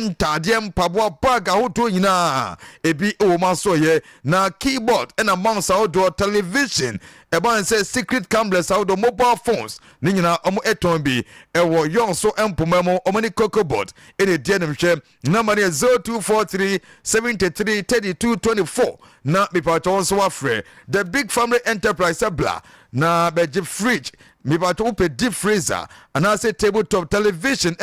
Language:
Akan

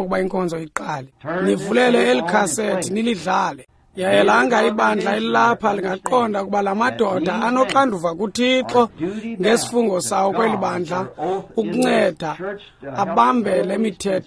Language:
Xhosa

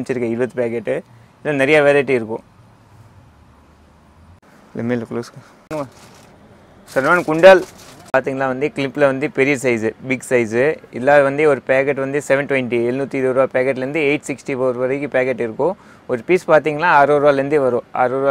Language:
Tamil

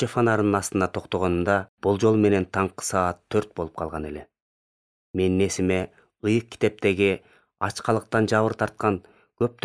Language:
Kyrgyz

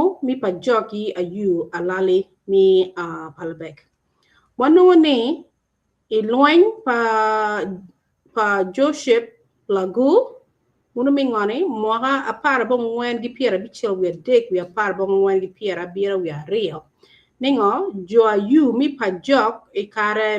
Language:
Acoli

